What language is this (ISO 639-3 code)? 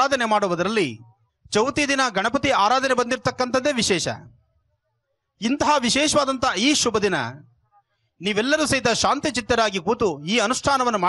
kan